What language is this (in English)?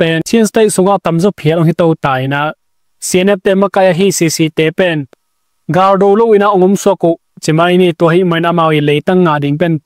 Tedim Chin